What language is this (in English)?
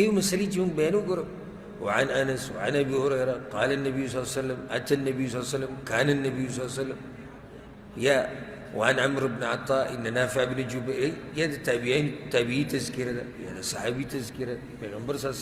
Pashto